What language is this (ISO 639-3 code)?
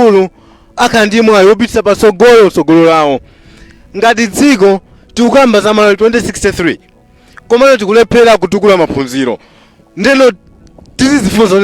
nya